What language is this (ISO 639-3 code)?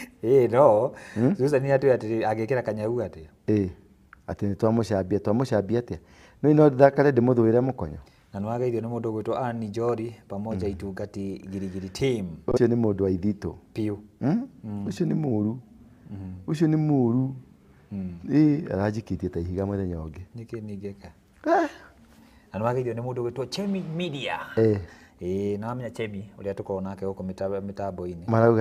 kik